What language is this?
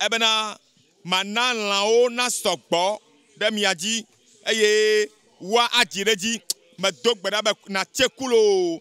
Ewe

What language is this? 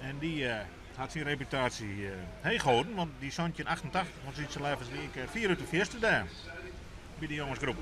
Western Frisian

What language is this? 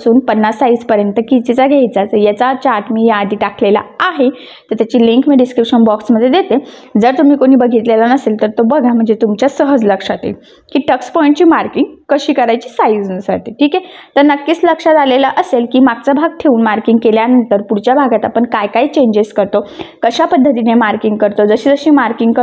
Marathi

